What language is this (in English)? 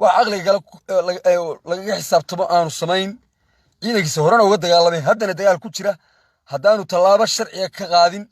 Somali